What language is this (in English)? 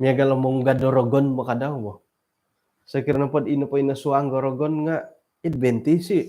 Central Dusun